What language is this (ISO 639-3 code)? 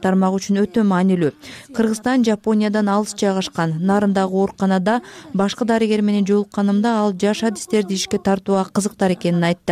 kir